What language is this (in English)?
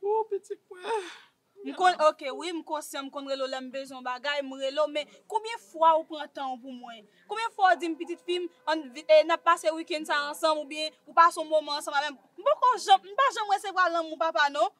Haitian Creole